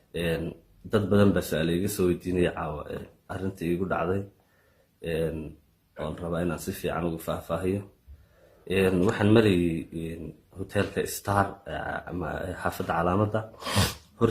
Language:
Somali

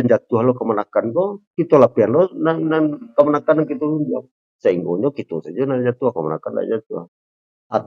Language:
Minangkabau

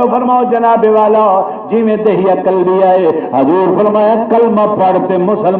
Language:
Saraiki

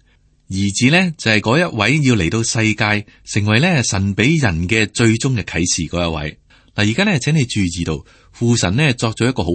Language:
Cantonese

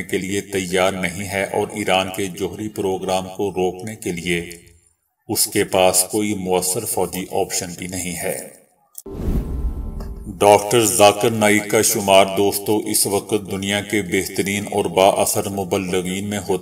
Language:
Urdu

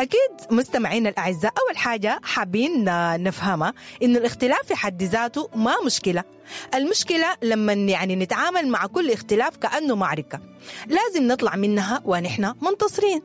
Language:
Sudanese Arabic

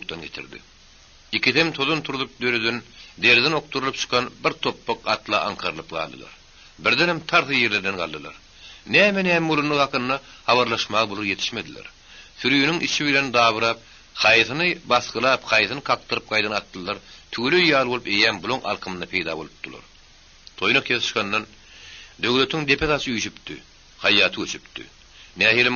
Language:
Turkmen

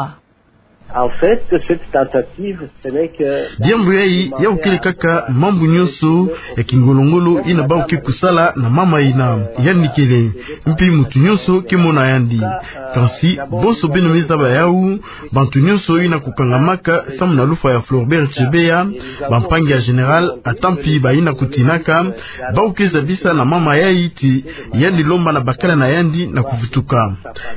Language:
Kituba (Democratic Republic of Congo)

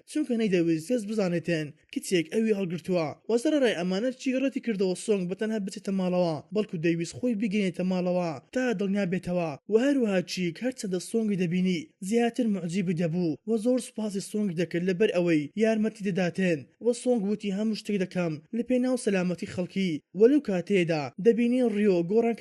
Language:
Central Kurdish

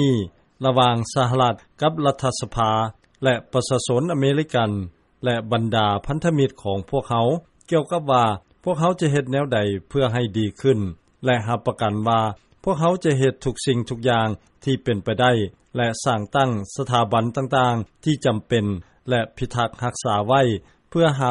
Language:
Lao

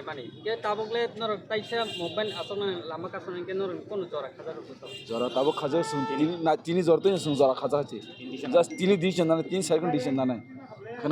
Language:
Kok Borok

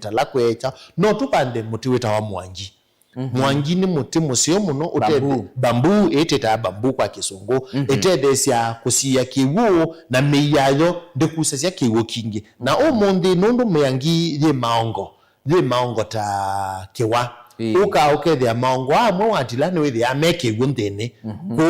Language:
Kamba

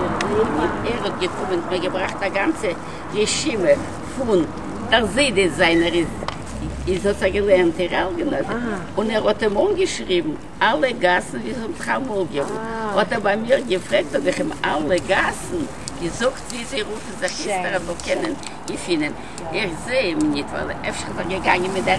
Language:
Yiddish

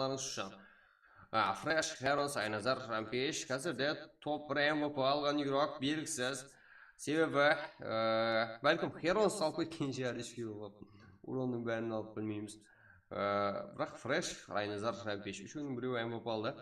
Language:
Kara-Kalpak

